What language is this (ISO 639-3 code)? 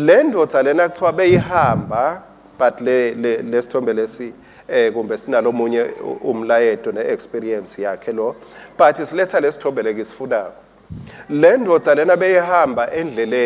ssw